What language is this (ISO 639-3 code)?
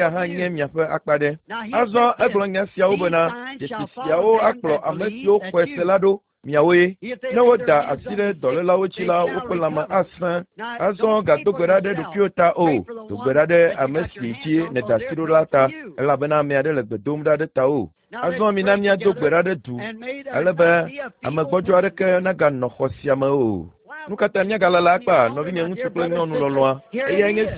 ewe